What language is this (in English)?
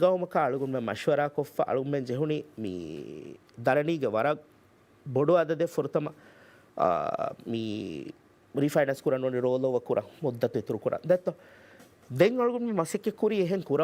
Divehi